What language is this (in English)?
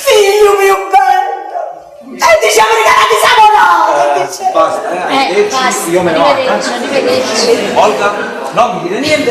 Neapolitan